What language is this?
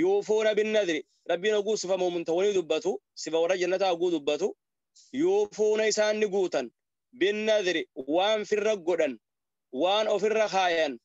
Oromo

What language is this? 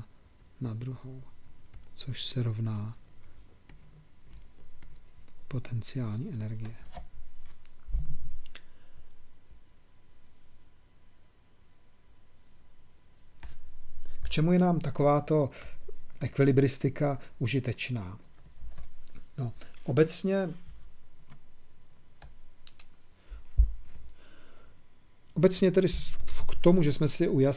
Czech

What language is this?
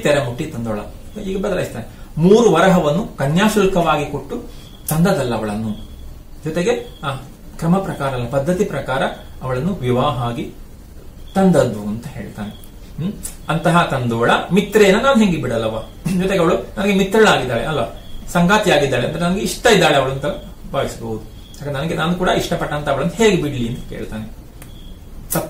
Kannada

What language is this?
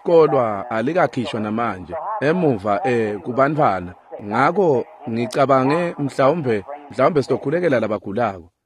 Swati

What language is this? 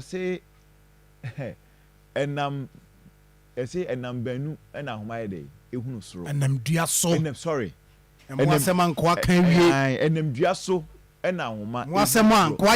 Akan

